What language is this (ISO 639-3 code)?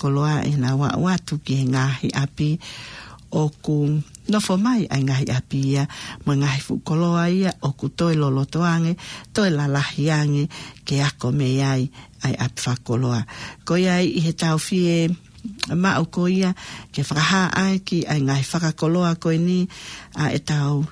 ton